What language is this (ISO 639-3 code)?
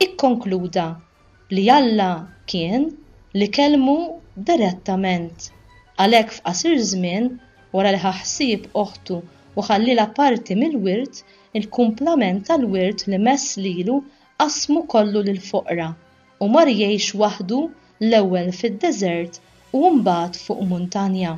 mlt